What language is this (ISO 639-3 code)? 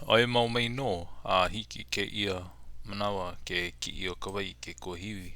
haw